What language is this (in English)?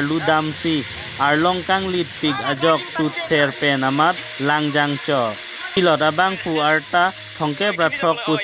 Karbi